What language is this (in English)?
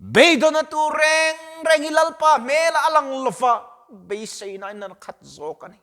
Mizo